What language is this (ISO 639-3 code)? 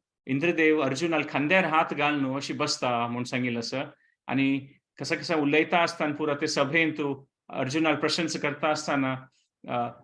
kok